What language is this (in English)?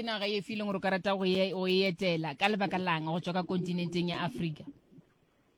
Northern Sotho